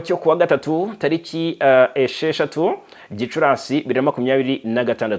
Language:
Kinyarwanda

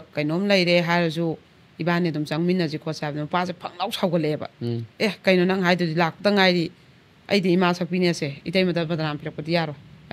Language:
Manipuri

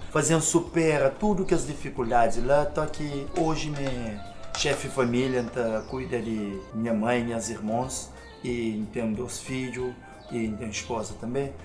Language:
Kabuverdianu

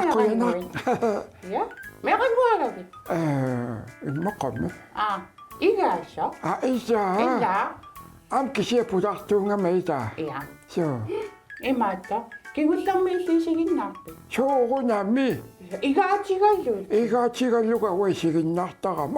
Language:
Kalaallisut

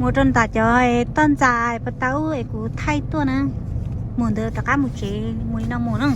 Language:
Hmong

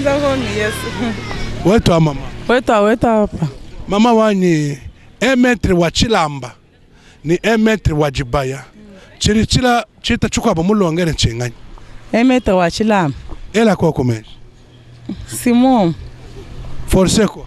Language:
Luba-Lulua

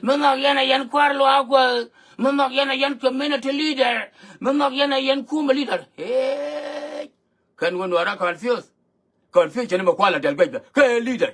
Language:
Nuer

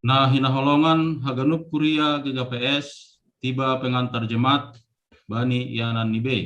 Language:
Batak Simalungun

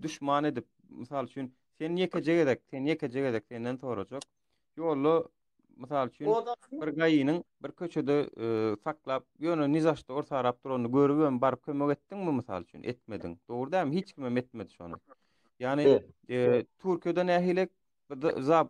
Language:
Turkmen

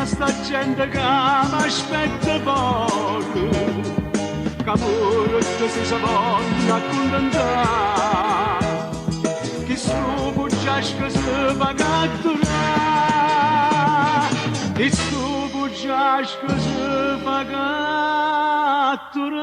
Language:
Neapolitan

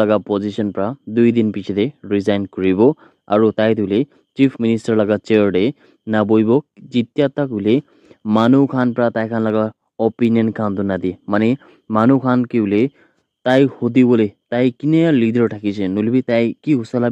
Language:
Naga Pidgin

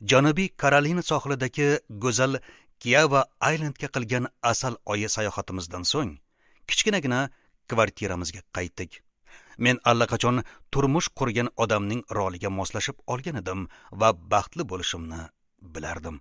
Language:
Uzbek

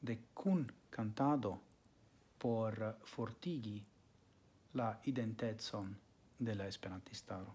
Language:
Esperanto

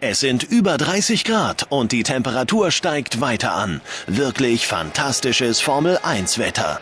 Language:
Bavarian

